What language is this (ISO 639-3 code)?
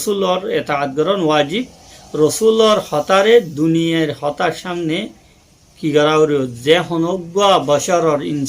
rhg